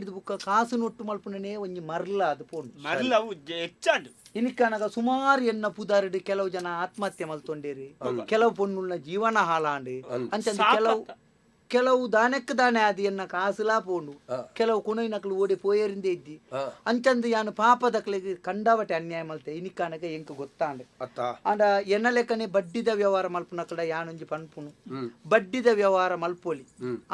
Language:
Tulu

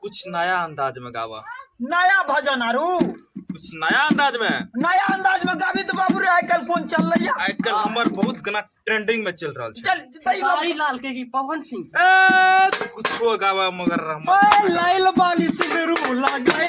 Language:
Maithili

